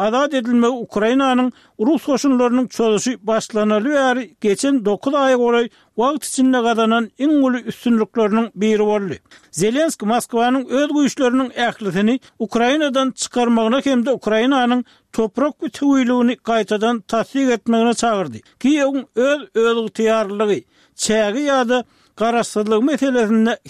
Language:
Turkmen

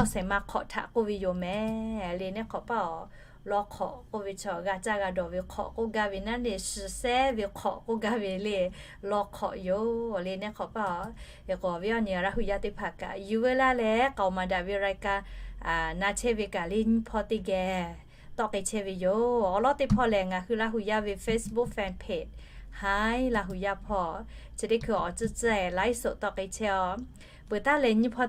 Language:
Lahu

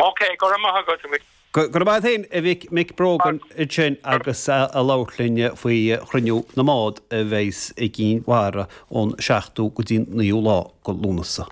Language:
Irish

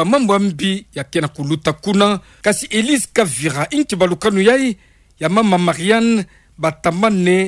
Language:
Kituba (Democratic Republic of Congo)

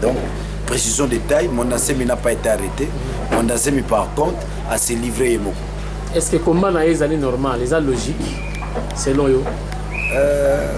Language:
Lingala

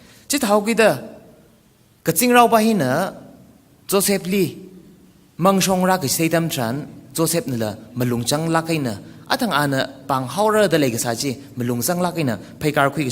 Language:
Tangkhul Naga (India)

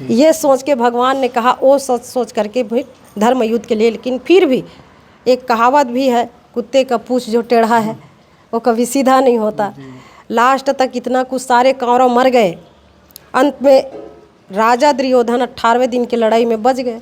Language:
Chhattisgarhi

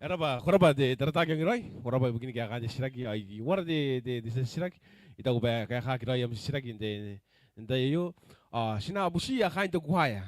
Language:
Gilbertese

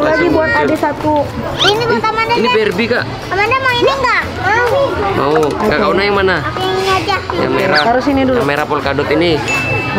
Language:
Indonesian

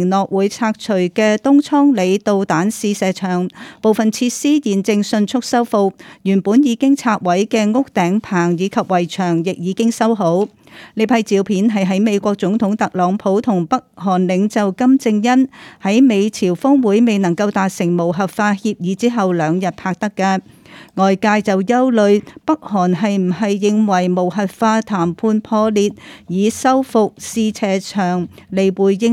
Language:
Cantonese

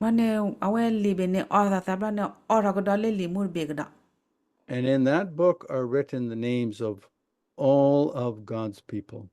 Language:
S'gaw Karen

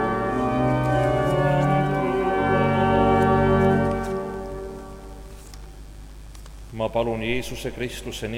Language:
Estonian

